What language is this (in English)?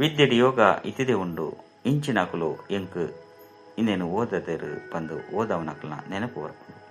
Tulu